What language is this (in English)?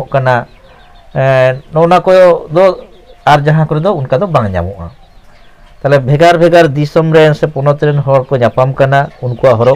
Santali